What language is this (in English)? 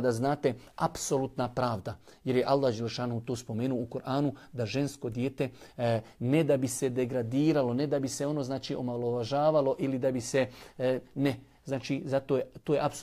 Bosnian